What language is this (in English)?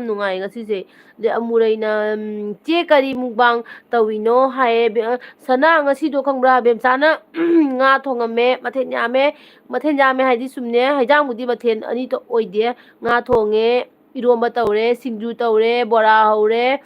Manipuri